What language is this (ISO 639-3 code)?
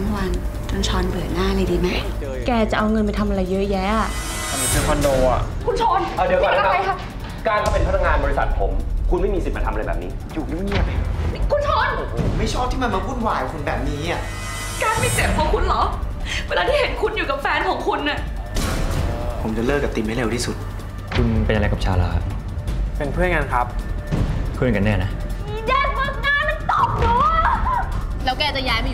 tha